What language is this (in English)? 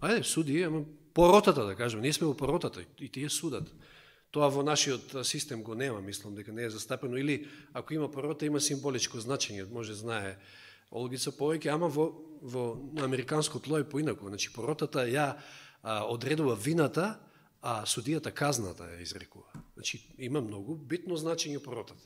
Macedonian